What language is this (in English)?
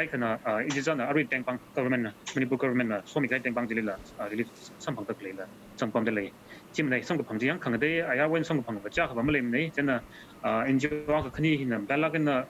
Tangkhul Naga (India)